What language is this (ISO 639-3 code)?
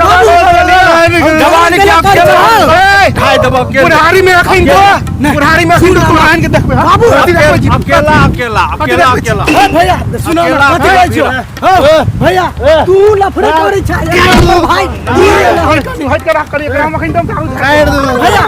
mai